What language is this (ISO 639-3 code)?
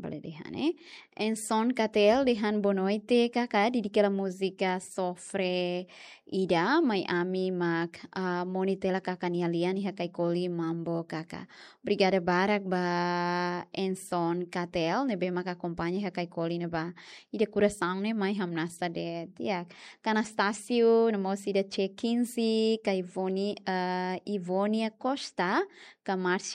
tet